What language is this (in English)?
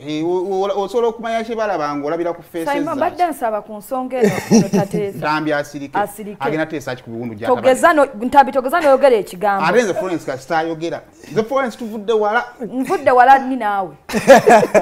Ganda